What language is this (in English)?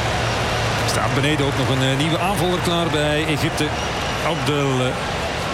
Dutch